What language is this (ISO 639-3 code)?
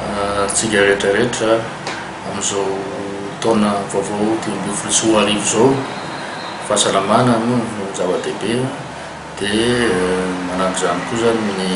mlg